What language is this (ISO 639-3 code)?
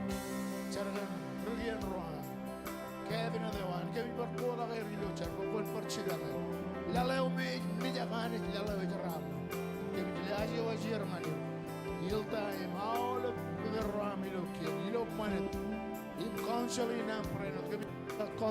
mah